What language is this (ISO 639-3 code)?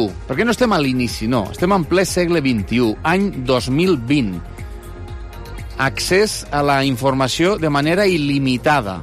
cat